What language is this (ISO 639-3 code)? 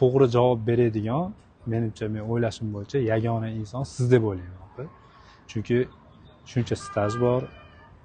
uzb